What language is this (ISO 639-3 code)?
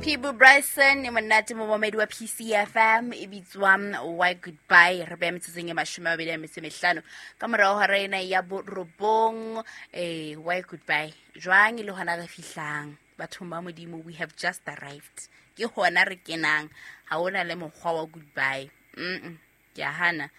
sot